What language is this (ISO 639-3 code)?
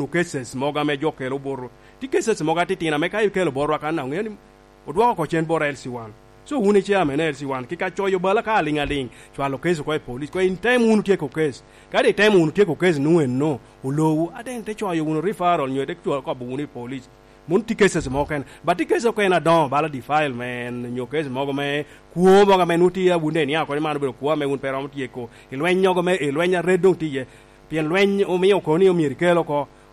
laj